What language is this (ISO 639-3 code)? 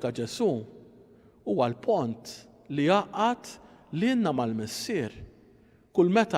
mlt